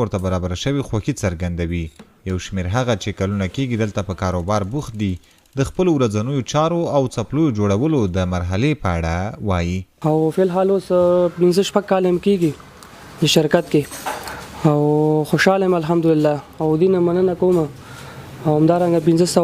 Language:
Pashto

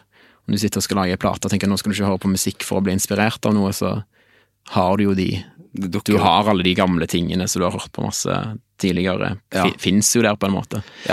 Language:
Norwegian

